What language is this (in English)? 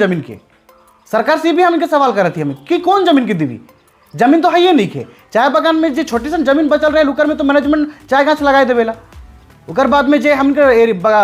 Sadri